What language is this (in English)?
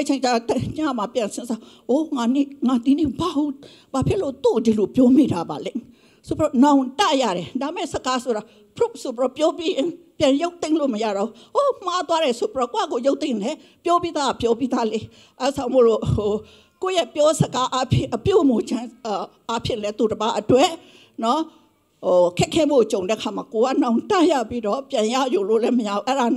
Burmese